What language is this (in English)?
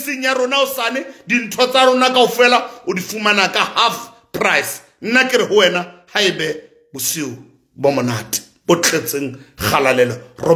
Southern Sotho